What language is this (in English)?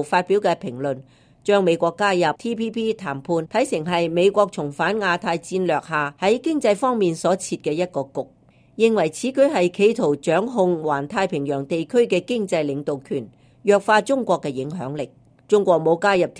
Cantonese